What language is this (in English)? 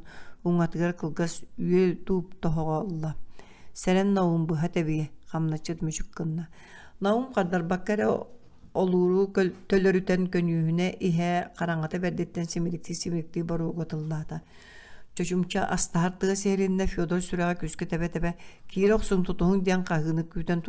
Yakut